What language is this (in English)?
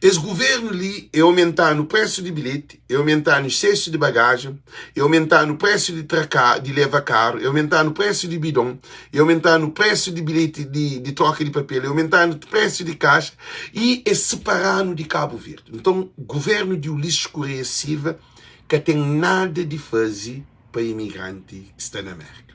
Kabuverdianu